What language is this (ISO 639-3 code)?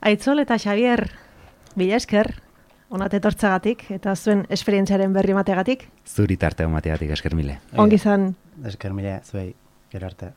eus